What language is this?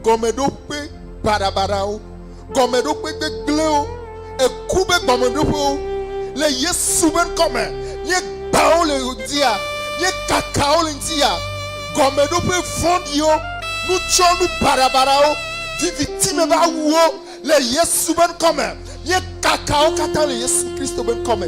Ewe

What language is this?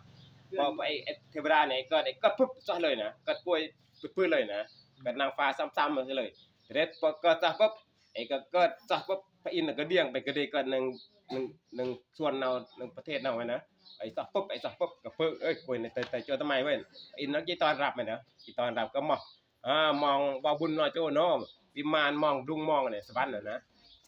Northeastern Thai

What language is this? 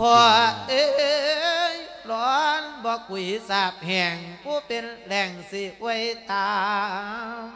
Lao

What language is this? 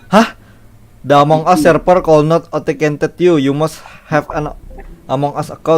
Banjar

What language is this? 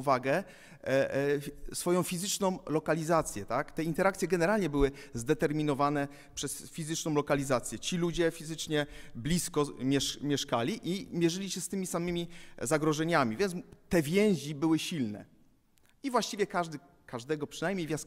Polish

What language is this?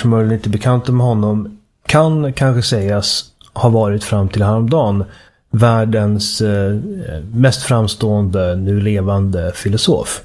Swedish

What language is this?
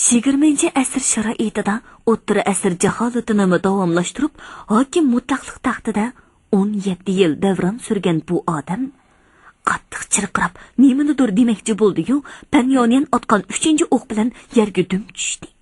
Uyghur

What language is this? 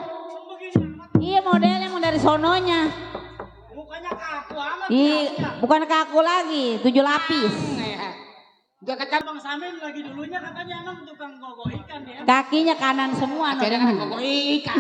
Betawi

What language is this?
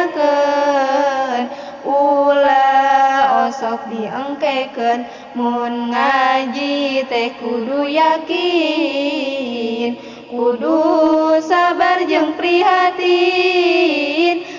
Sundanese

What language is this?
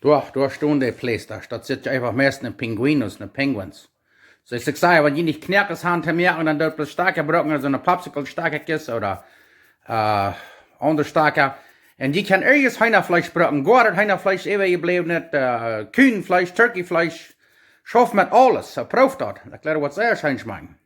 Plautdietsch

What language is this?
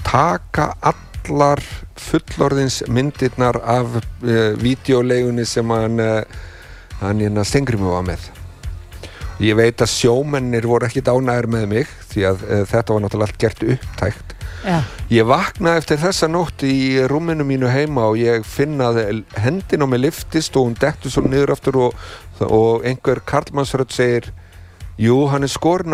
Icelandic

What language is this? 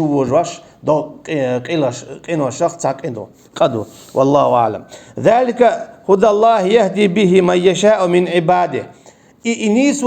Chechen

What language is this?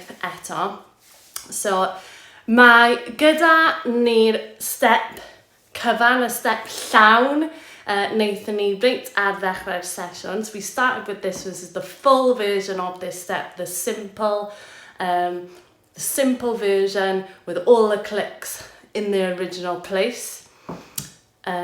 Welsh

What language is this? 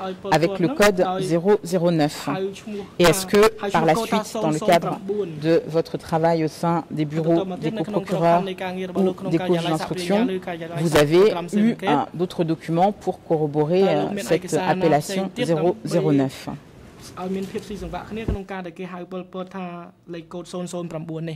French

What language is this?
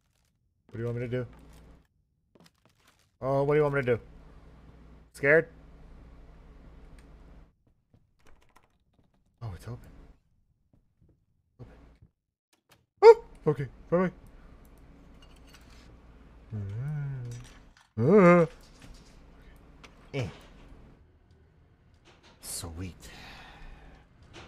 English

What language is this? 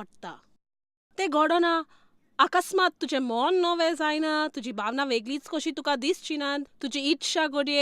Konkani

